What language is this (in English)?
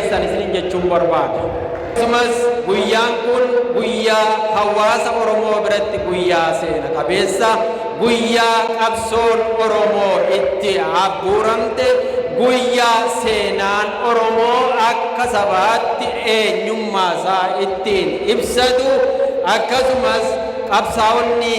Oromo